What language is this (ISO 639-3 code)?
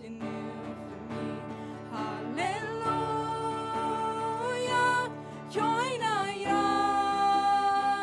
pdt